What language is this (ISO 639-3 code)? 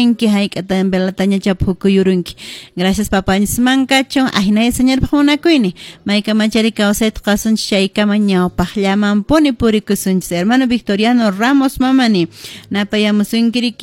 que